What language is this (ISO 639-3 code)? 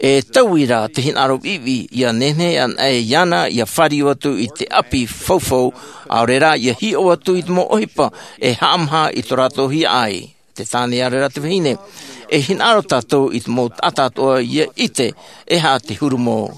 tah